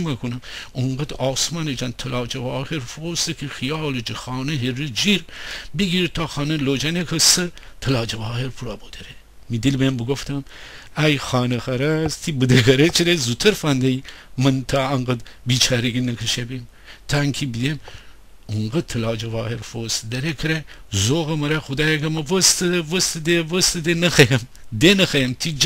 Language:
Gilaki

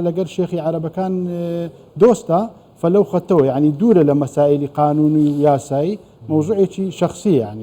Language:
Central Kurdish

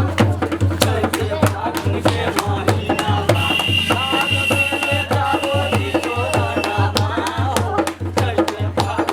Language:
Maithili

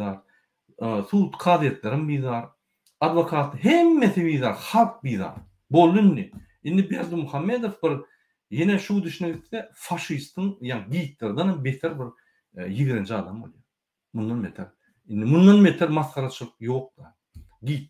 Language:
Turkmen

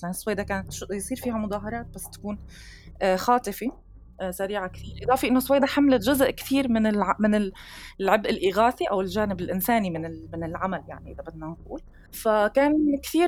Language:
North Levantine Arabic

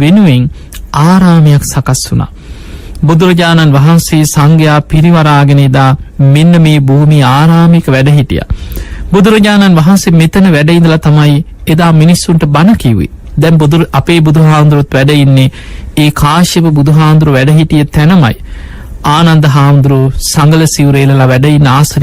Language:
Sinhala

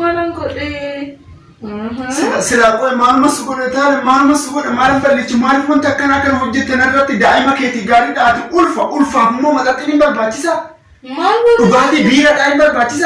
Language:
Oromo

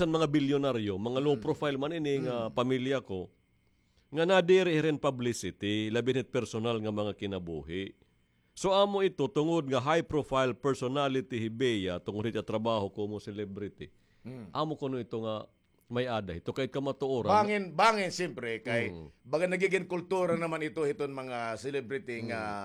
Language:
Waray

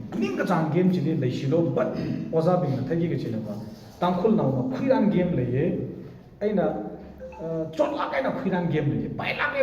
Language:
Tangkhul Naga (India)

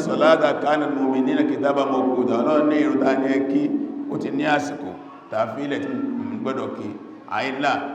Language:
Yoruba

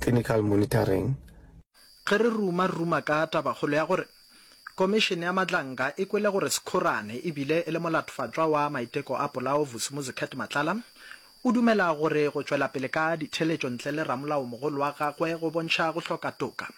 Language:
Northern Sotho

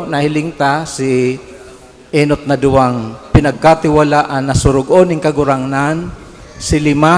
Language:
Bikol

